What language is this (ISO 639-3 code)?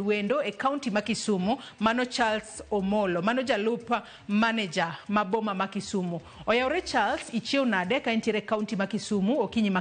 luo